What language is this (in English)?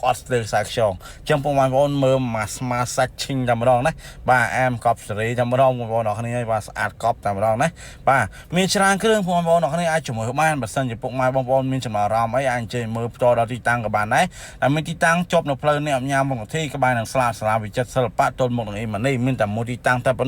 Khmer